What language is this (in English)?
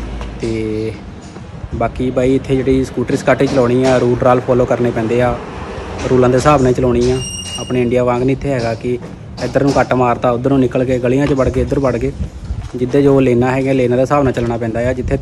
Punjabi